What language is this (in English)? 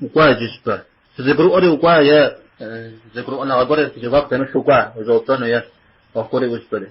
Kabardian